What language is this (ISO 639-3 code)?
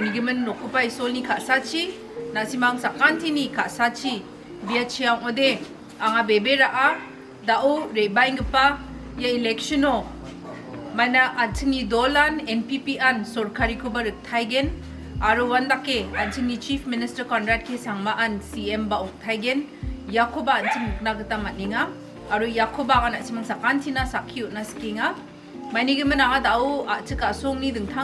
grt